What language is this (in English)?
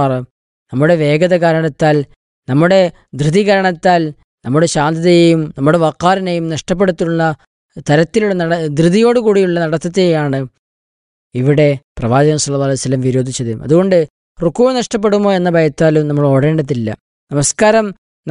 Malayalam